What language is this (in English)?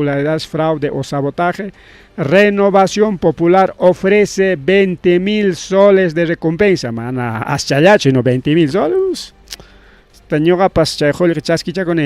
Ayacucho Quechua